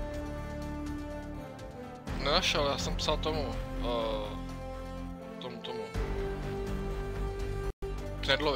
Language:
Czech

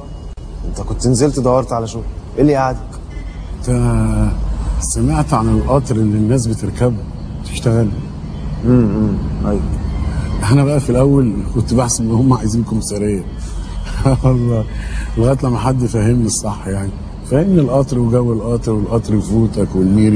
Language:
Egyptian Arabic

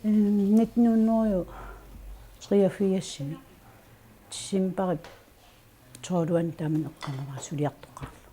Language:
Kalaallisut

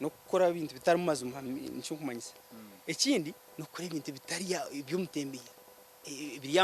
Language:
Nyankole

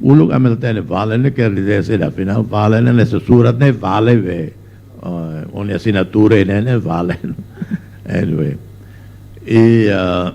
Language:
Tetum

